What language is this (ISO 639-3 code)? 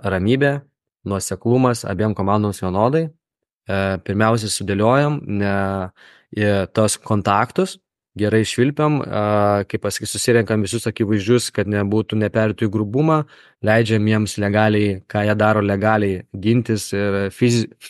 lit